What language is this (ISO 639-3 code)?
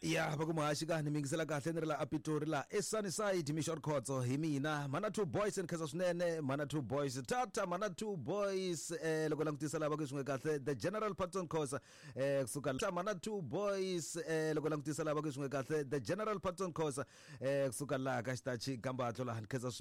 tso